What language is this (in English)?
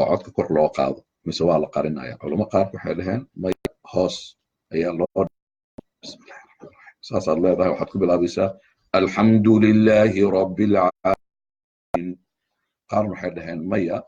Somali